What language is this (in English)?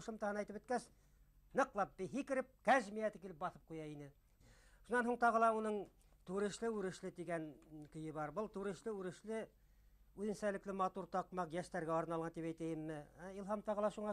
Bashkir